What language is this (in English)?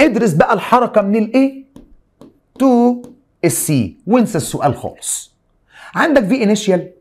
Egyptian Arabic